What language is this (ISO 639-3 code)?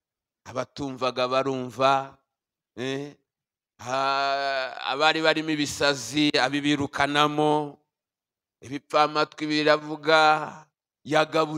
kin